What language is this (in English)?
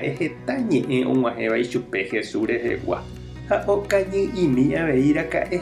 Guarani